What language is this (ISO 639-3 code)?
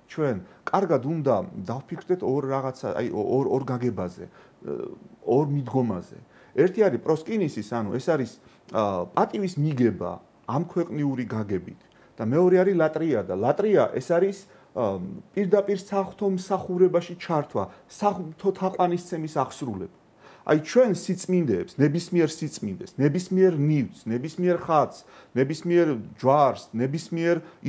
kat